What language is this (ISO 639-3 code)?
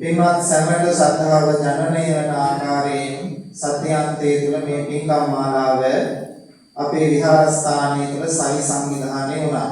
sin